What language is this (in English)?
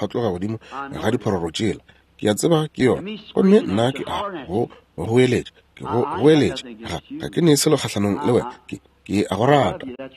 Northern Sotho